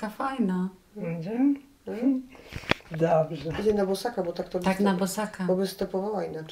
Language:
Polish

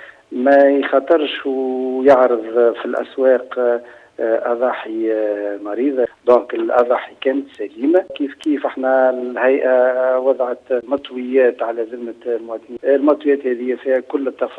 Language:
Tunisian Arabic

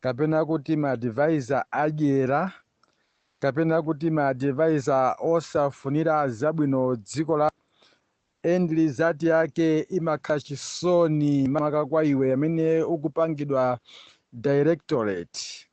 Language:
Nyanja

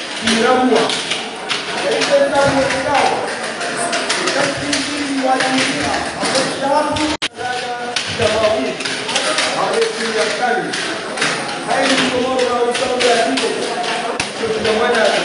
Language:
Swahili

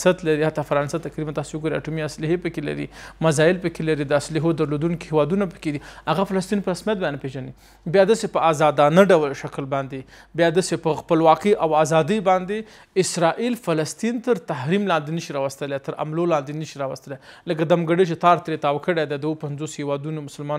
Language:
Pashto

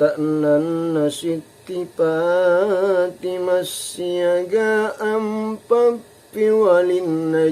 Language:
Makasar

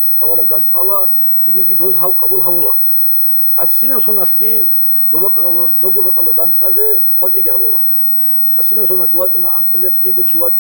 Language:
Avaric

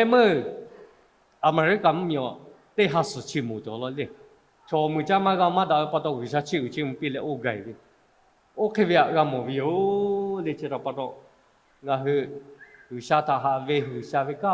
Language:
Lahu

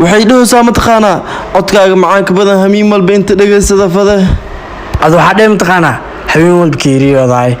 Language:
Somali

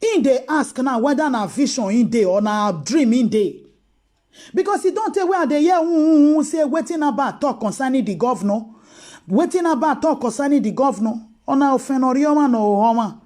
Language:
Nigerian Pidgin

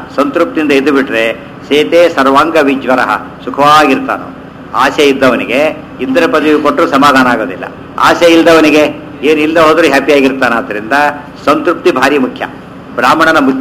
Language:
Kannada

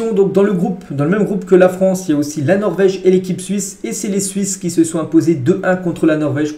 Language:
French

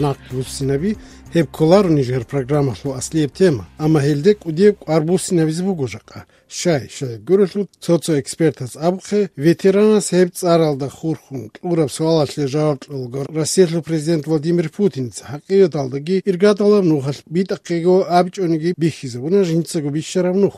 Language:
Avaric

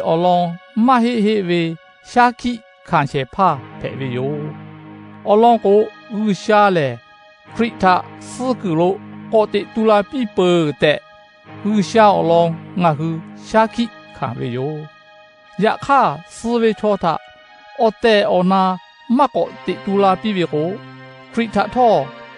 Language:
Lahu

